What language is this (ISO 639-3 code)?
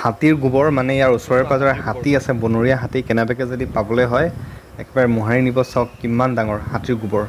asm